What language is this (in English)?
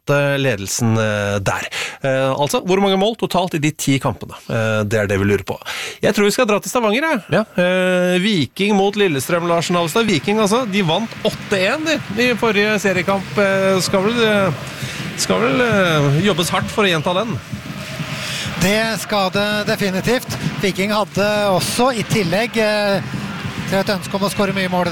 Norwegian